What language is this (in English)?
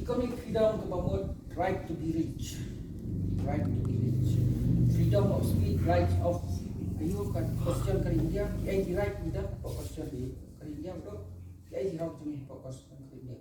Khasi